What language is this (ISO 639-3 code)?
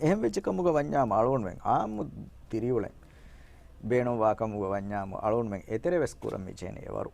div